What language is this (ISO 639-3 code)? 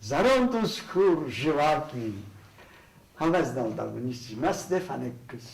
oss